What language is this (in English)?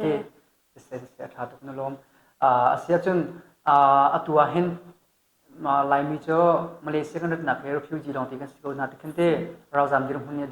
Hakha Chin